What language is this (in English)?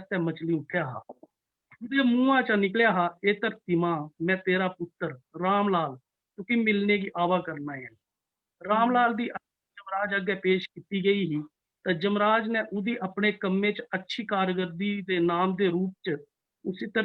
Dogri